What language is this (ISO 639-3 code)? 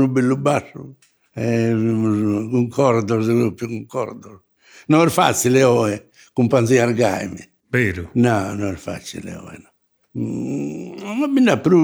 srd